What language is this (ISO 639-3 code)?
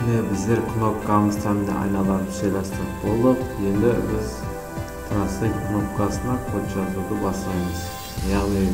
kaa